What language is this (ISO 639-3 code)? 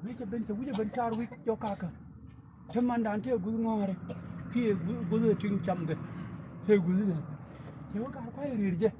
nus